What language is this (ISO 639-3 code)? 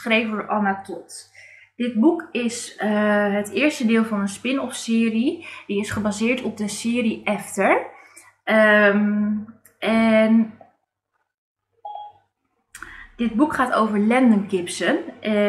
nld